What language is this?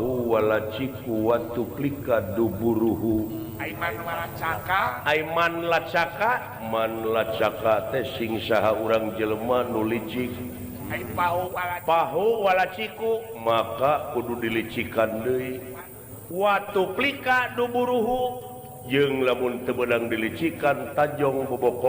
Sundanese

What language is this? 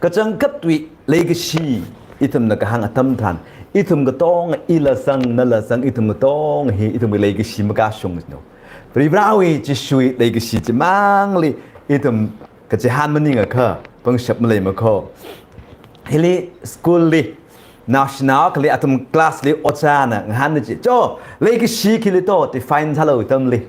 Tangkhul Naga (India)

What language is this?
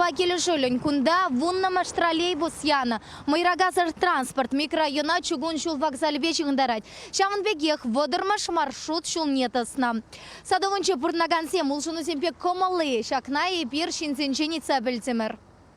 Chuvash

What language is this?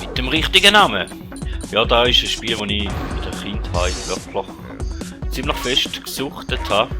Swiss German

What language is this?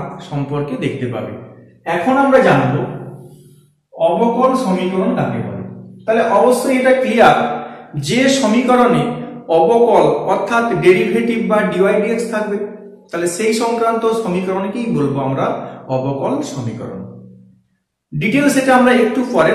Bangla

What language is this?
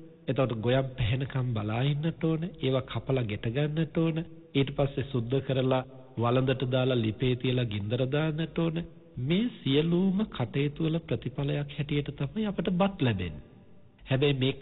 Sinhala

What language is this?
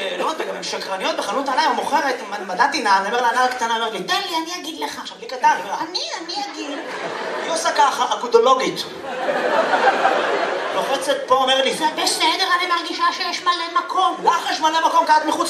Hebrew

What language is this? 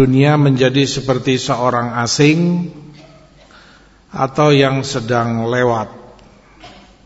Indonesian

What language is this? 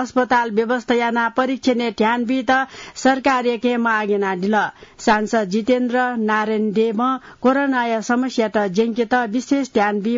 Newari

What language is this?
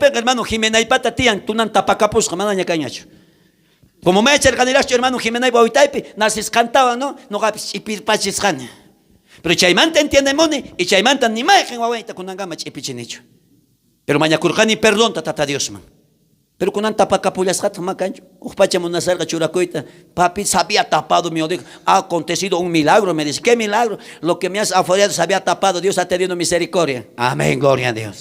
South Bolivian Quechua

